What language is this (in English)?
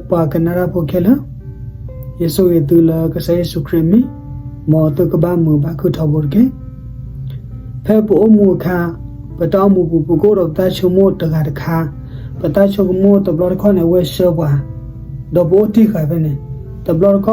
S'gaw Karen